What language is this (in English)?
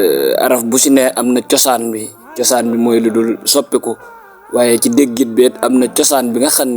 Wolof